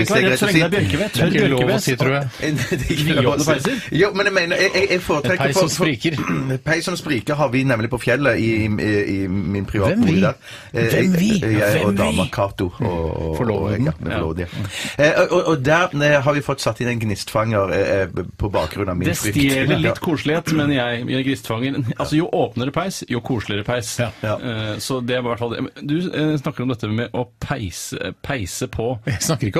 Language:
Norwegian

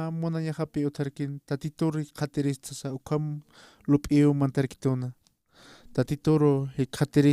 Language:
Aymara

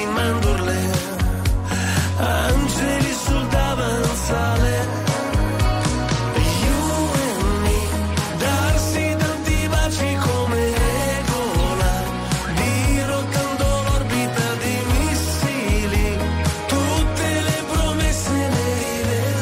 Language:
Italian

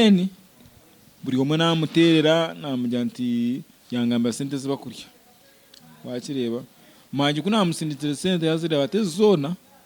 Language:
Nyankole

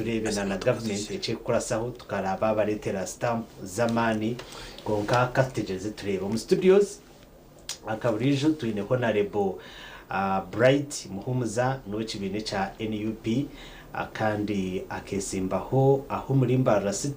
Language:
Nyankole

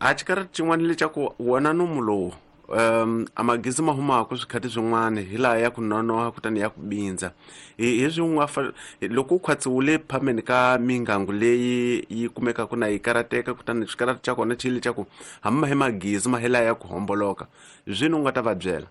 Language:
Tsonga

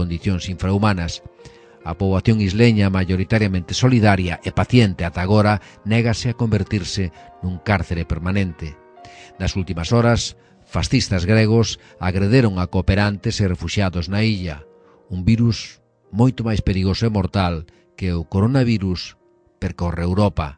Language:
Galician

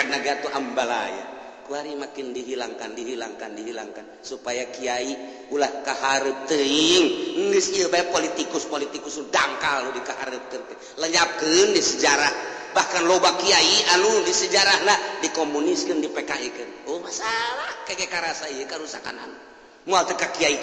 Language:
Sundanese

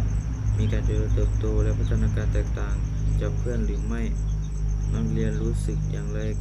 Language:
Lao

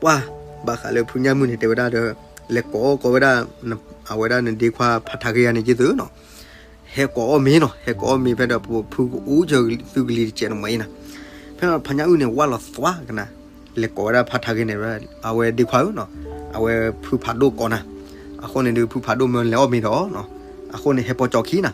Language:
S'gaw Karen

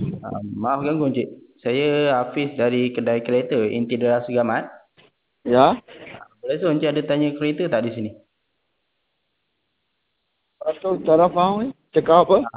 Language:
Malay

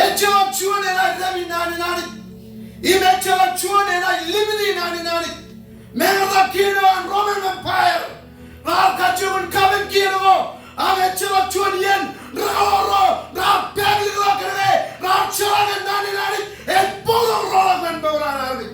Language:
Marshallese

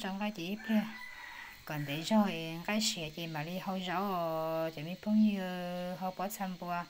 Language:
Hmong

